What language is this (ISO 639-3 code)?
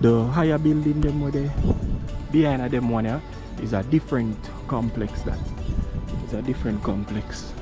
jam